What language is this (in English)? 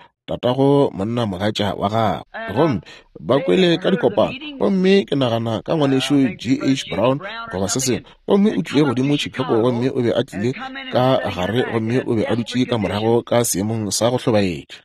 Northern Sotho